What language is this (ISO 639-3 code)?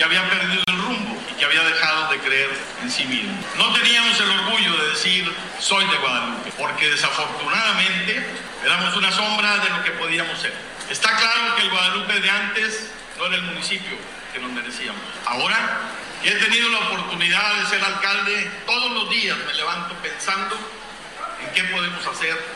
spa